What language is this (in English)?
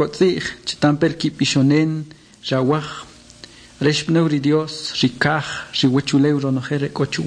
Kʼicheʼ